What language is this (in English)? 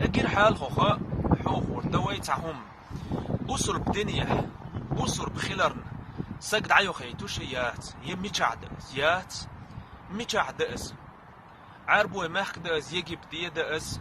Chechen